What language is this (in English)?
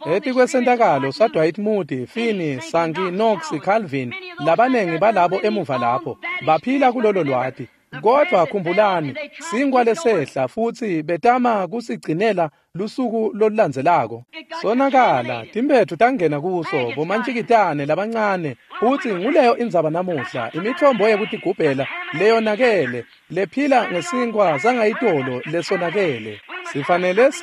Swati